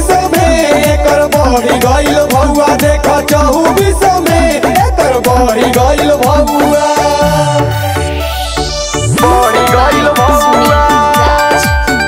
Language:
Bhojpuri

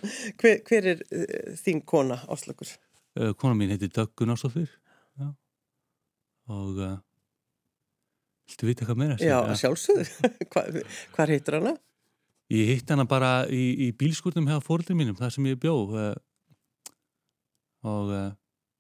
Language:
Icelandic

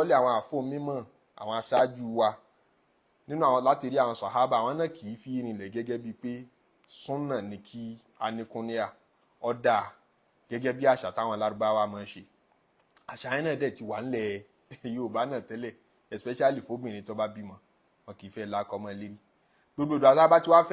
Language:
Yoruba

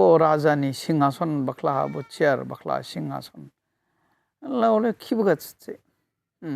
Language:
Dimasa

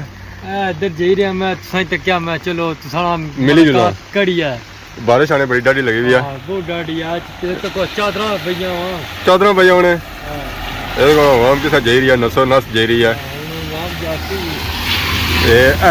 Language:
Pahari-Potwari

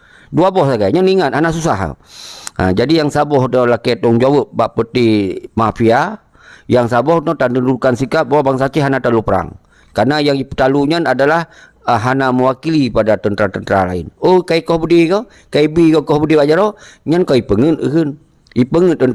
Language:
Achinese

